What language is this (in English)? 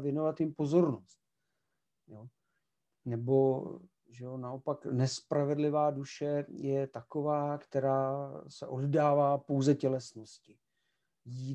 Czech